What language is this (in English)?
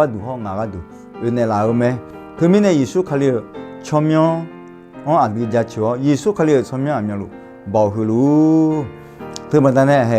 Akha